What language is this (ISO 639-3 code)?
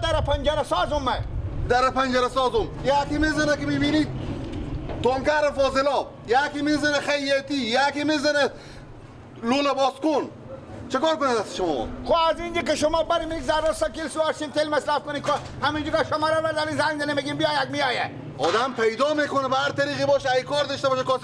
fas